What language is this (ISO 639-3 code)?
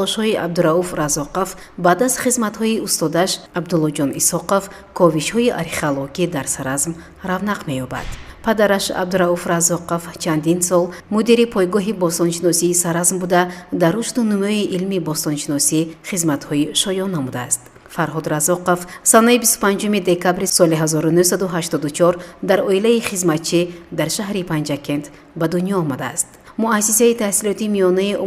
tgk